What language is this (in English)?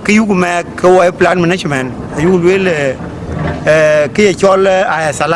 Dinka